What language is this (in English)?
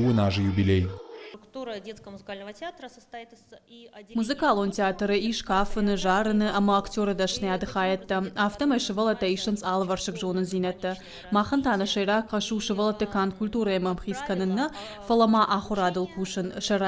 Ossetic